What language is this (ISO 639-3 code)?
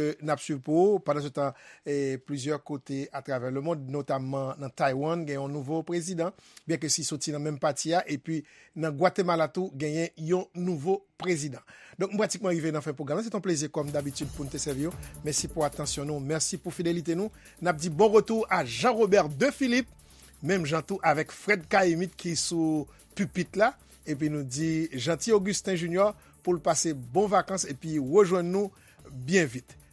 hat